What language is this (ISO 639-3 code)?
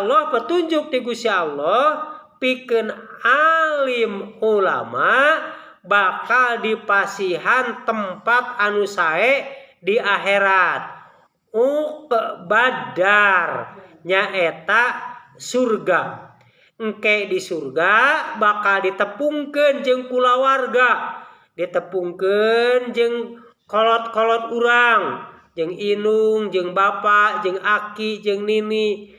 sun